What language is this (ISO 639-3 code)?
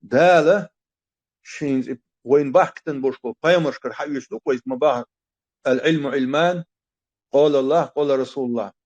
che